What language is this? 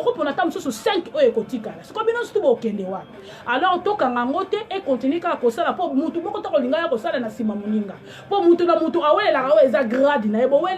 Lingala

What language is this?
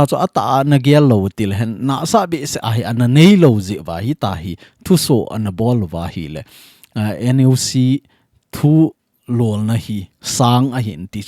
Thado Chin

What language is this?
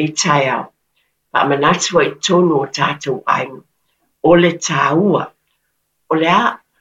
Samoan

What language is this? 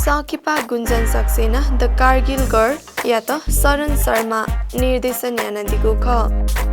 Newari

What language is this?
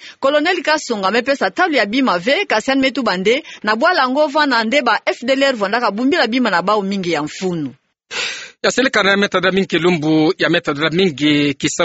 Kituba (Democratic Republic of Congo)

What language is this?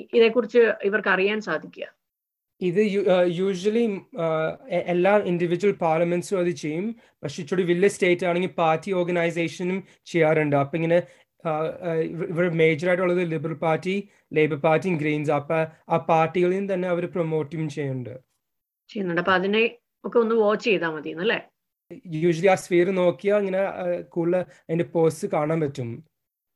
Malayalam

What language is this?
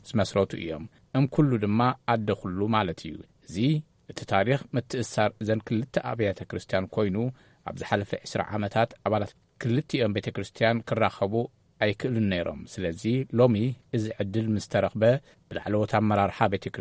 Tigrinya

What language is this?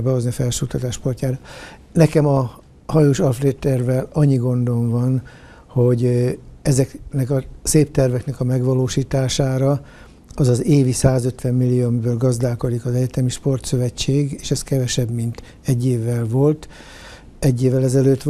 Hungarian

